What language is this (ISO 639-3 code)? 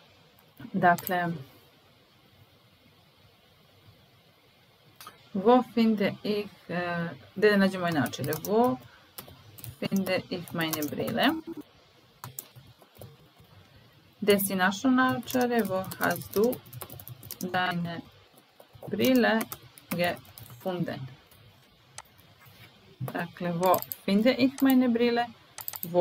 srp